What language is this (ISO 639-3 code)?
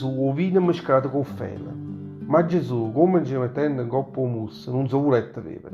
nap